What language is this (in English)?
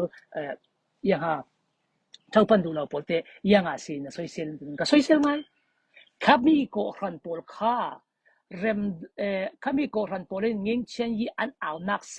Falam Chin